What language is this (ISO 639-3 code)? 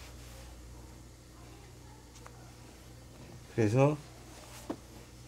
kor